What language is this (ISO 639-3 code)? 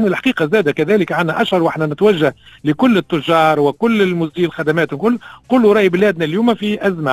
aeb